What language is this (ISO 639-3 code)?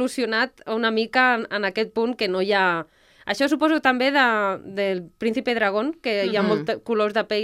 cat